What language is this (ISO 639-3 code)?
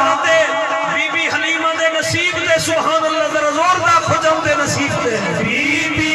skr